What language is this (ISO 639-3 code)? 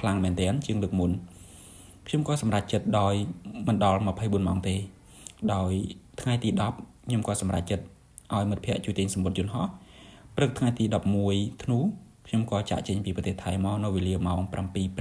khm